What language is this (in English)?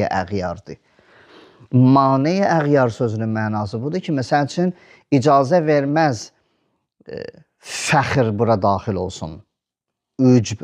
Azerbaijani